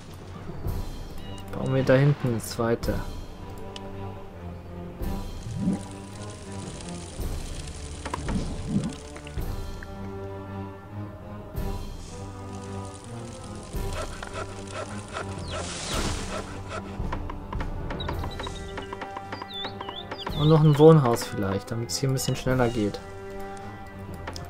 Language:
German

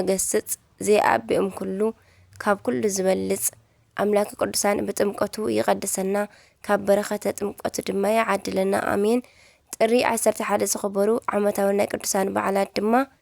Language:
Tigrinya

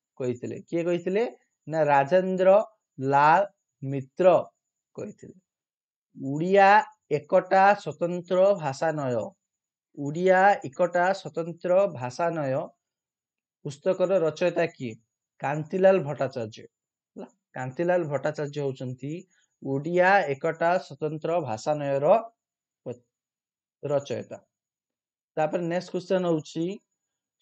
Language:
Odia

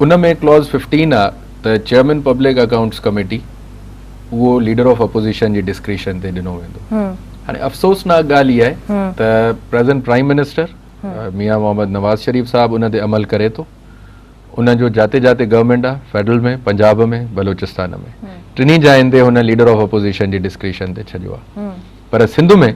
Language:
Sindhi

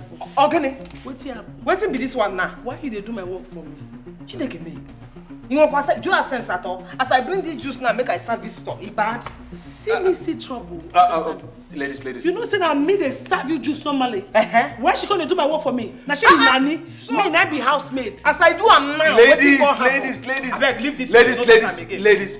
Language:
Nigerian Pidgin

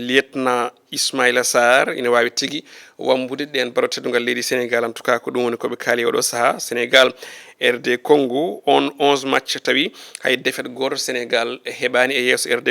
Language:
Fula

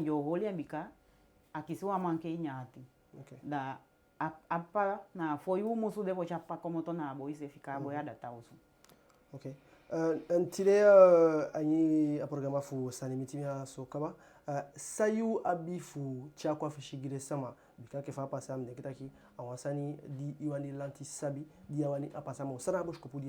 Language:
Eastern Maroon Creole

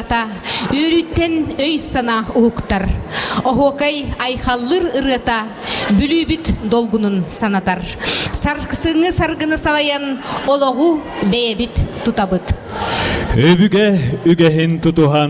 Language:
Yakut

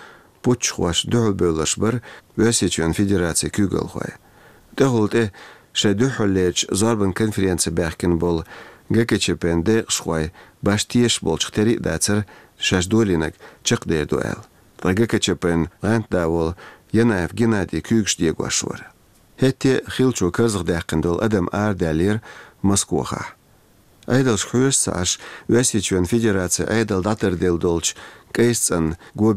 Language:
Chechen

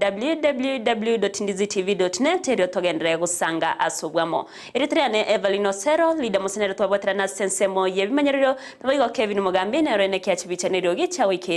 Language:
Gusii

